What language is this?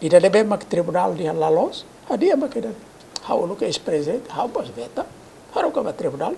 Tetum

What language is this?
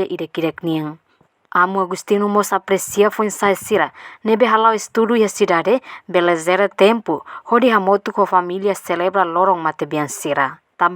Tetum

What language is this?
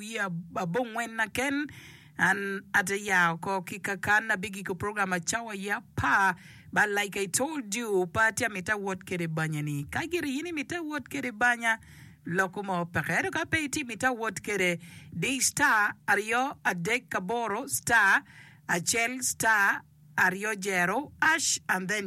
Acoli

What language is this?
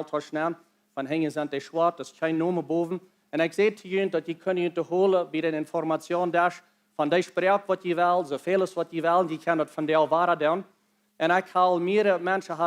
Plautdietsch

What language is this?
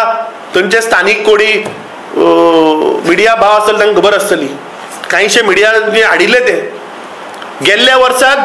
Konkani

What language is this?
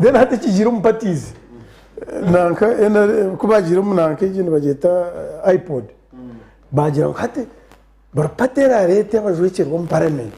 Nyankole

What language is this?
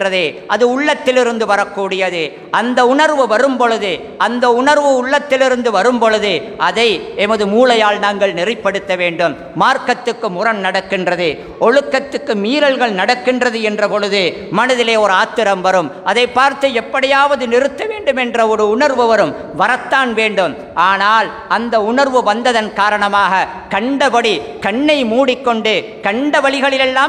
Tamil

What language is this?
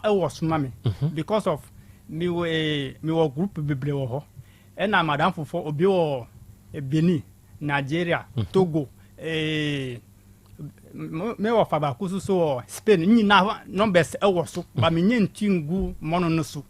Akan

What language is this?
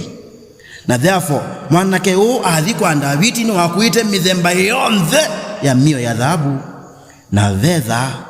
Kamba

